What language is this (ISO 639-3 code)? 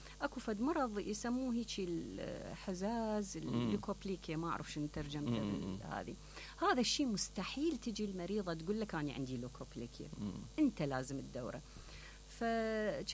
acm